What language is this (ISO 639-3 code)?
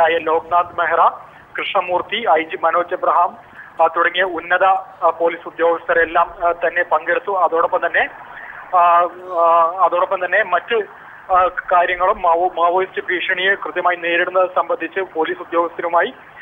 mal